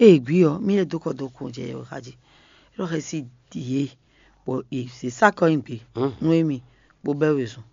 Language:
Fon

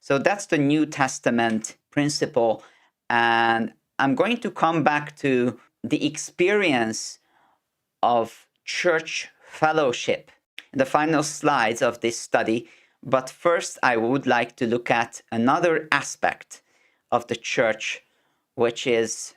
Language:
English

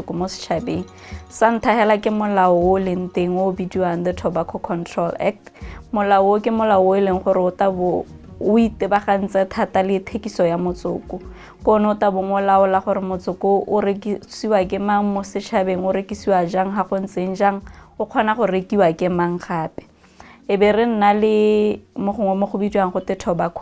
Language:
Tswana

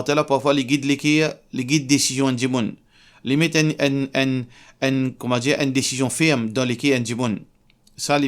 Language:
Morisyen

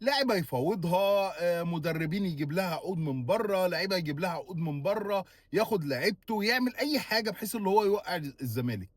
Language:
Egyptian Arabic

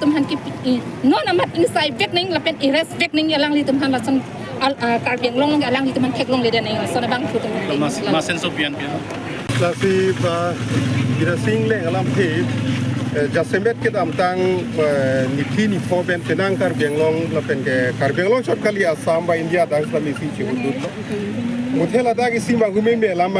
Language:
Karbi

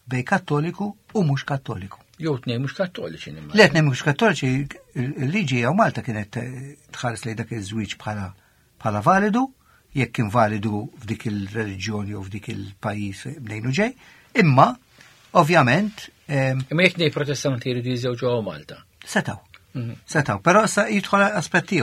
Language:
Maltese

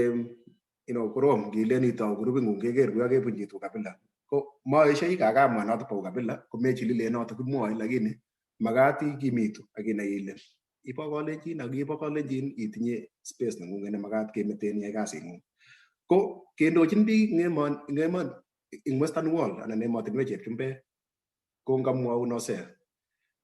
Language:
Kalenjin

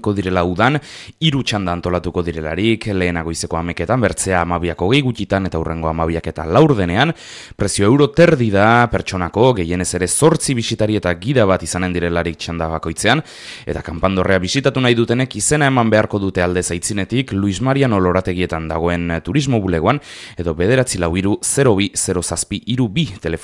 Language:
Basque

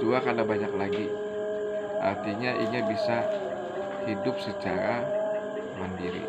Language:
Banjar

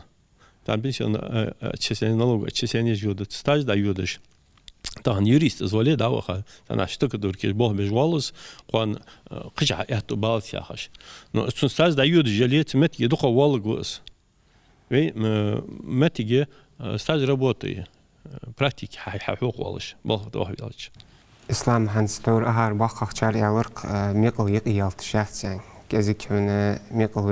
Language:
Ingush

